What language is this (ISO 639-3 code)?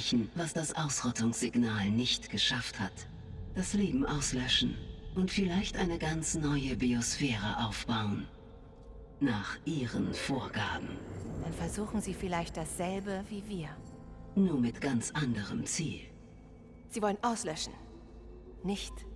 bar